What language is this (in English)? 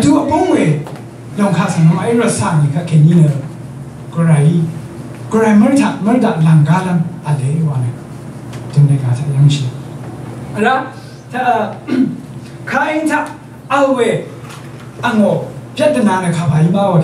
Rawang